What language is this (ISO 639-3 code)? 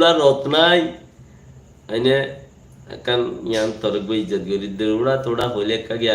rhg